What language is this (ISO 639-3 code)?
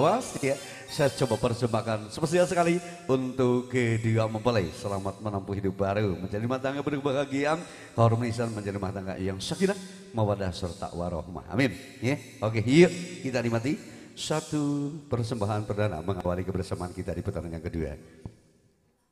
ind